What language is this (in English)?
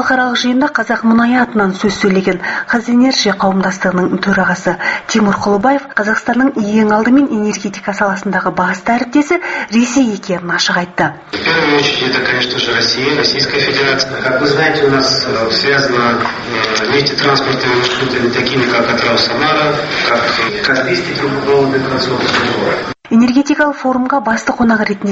Kazakh